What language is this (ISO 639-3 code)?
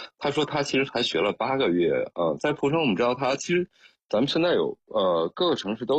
zho